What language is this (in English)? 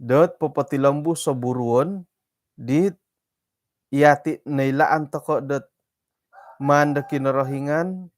Central Dusun